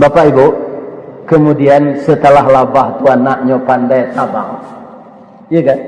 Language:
Minangkabau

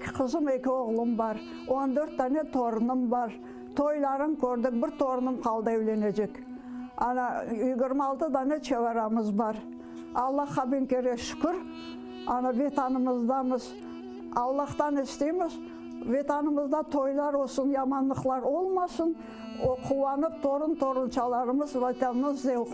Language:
Crimean Tatar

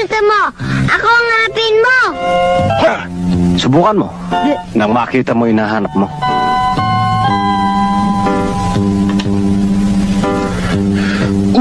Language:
Filipino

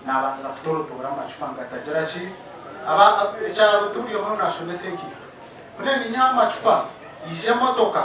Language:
Nyankole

